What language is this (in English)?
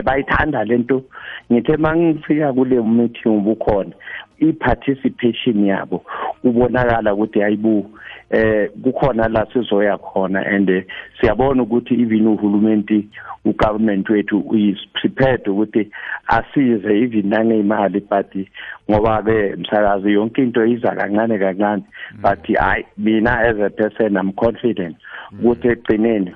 South Ndebele